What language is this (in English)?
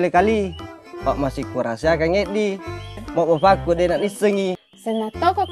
Buginese